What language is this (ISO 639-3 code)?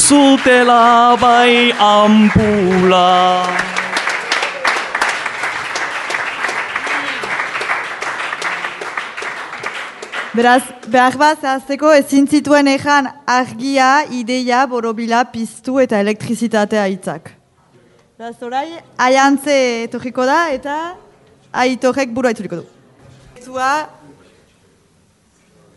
eus